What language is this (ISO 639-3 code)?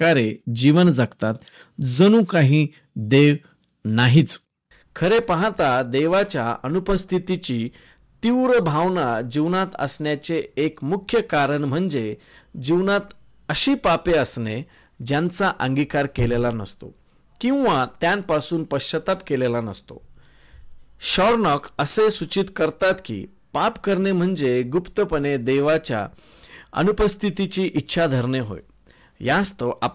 mar